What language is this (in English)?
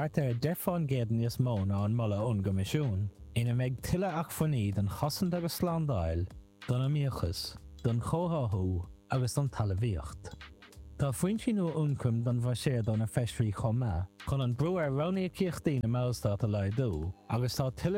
Irish